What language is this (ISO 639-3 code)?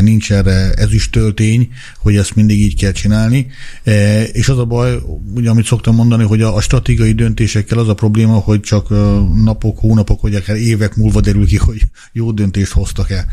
hun